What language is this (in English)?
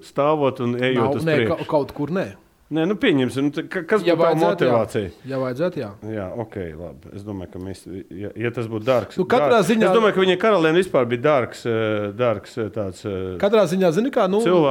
Latvian